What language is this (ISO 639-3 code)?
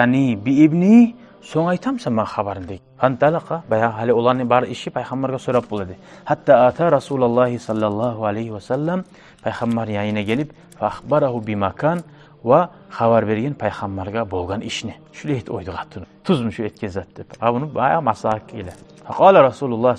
kum